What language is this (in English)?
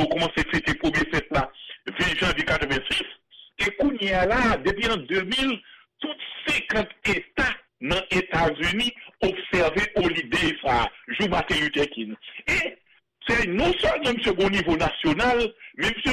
Haitian Creole